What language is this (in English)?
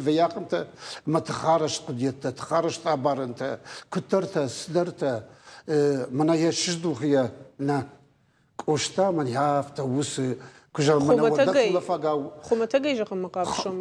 Ossetic